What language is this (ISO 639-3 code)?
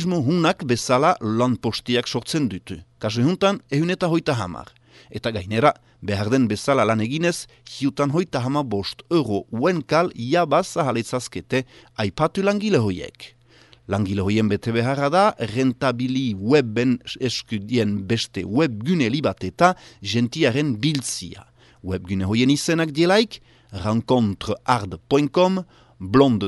eus